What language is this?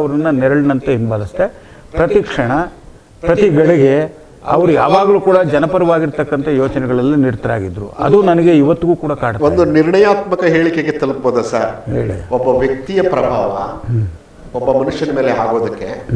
Kannada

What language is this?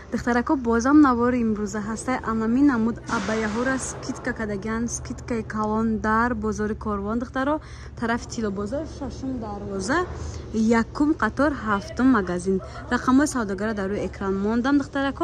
Tajik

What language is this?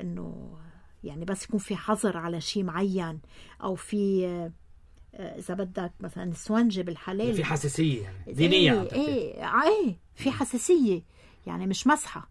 North Levantine Arabic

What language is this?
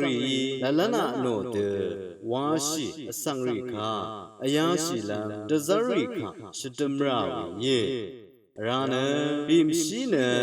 Rawang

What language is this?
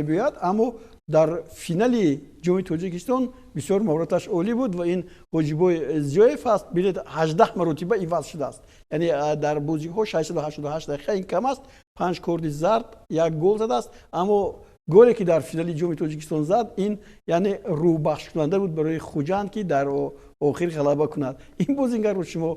Tajik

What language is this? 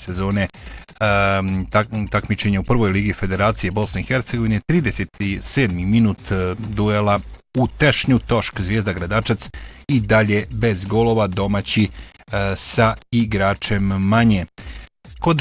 Bosnian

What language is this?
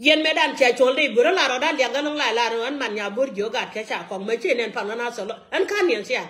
Nuer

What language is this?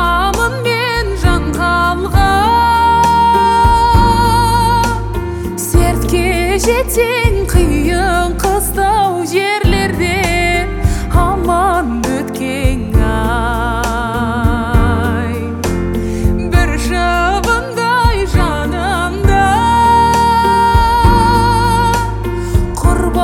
Kazakh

